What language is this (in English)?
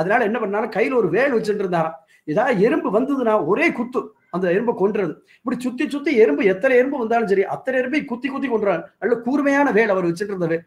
Tamil